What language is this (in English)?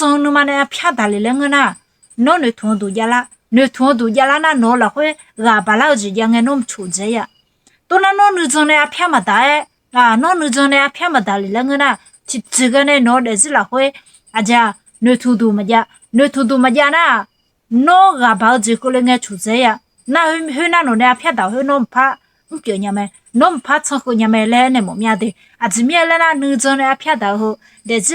Akha